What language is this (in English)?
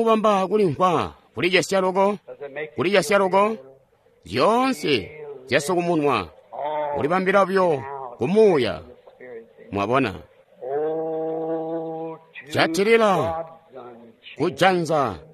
Tonga (Zambia)